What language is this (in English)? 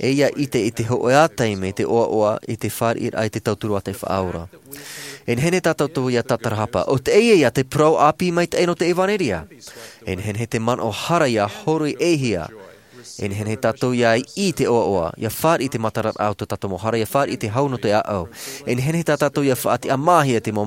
Tahitian